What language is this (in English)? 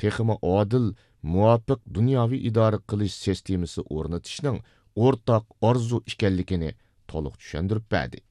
Uyghur